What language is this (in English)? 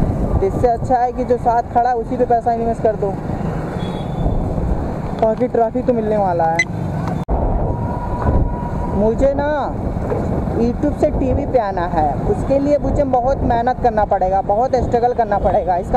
Hindi